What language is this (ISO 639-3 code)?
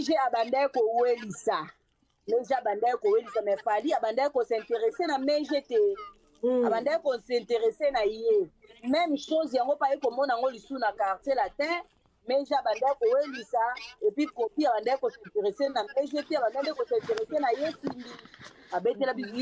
lin